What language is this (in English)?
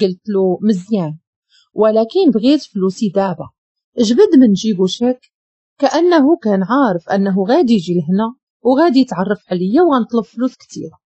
Moroccan Arabic